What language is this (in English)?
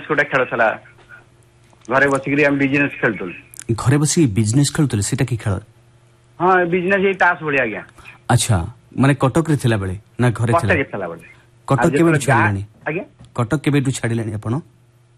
Odia